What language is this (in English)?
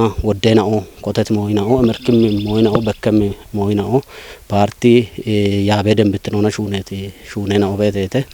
Kafa